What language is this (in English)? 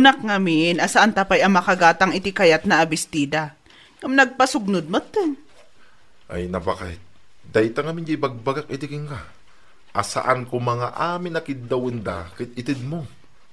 Iloko